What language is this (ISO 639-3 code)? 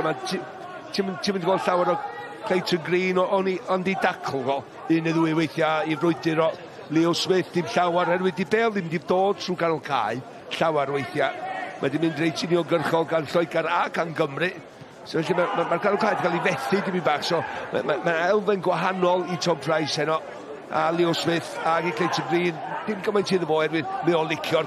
cym